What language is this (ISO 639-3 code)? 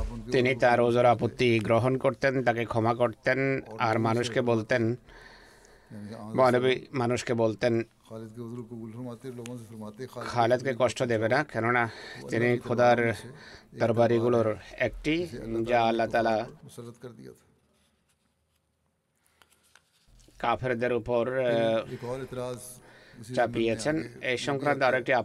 ben